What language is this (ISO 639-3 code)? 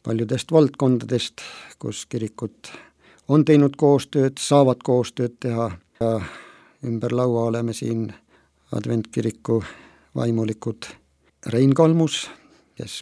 est